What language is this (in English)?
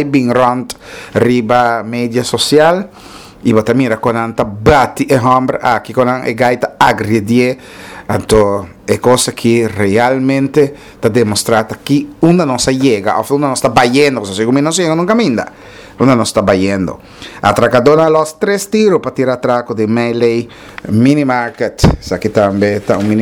Papiamento